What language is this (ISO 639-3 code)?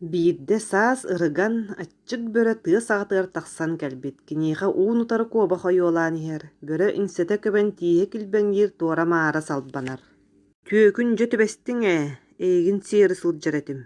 sah